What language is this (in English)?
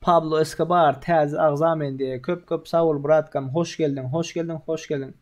Turkmen